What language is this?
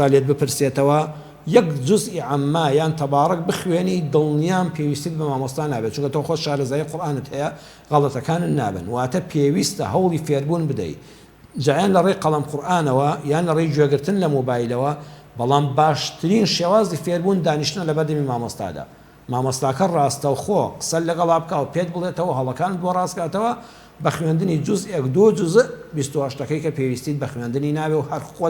Central Kurdish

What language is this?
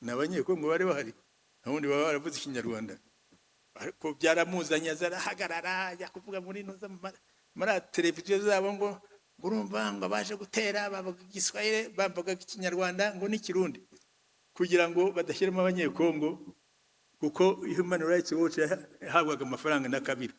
Kinyarwanda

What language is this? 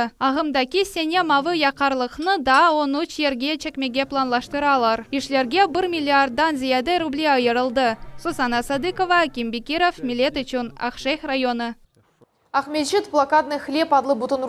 Crimean Tatar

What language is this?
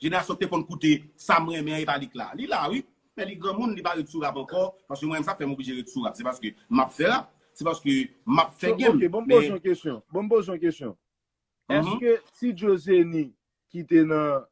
Haitian Creole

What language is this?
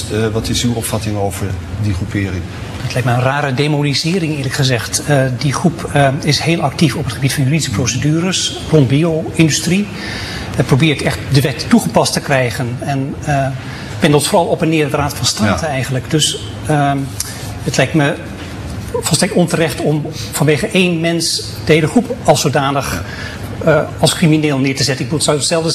Dutch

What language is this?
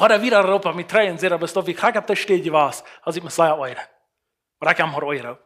Plautdietsch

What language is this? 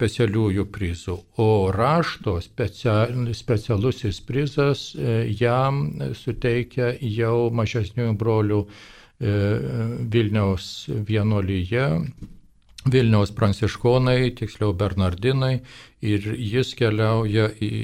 Lithuanian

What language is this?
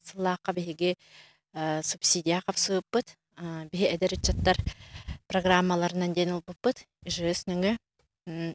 Yakut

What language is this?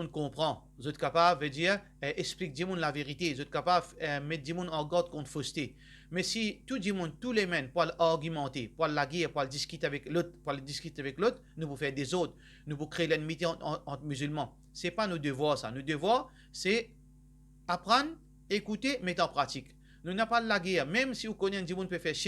Morisyen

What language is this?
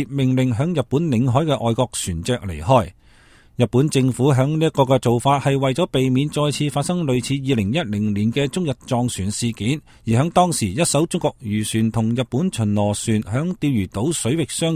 Cantonese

